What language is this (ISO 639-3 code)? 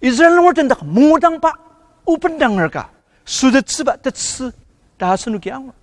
njo